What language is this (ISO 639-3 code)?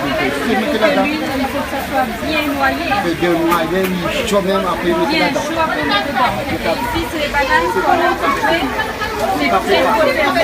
rcf